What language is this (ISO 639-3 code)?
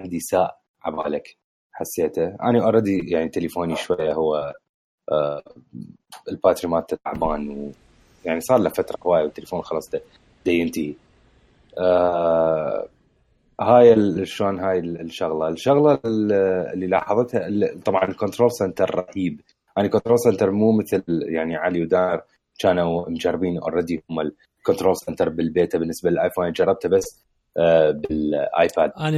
acm